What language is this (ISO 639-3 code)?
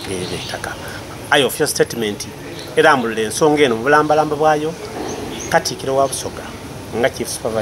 xog